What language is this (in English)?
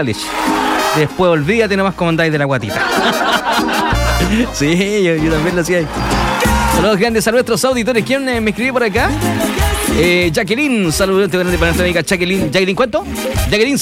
Spanish